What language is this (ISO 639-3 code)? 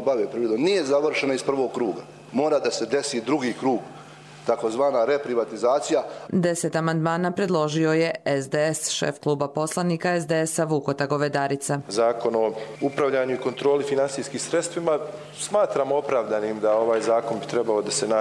hrv